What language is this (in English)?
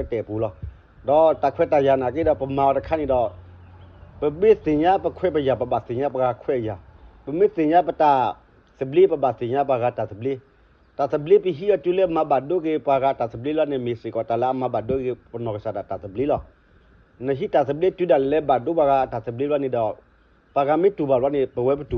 S'gaw Karen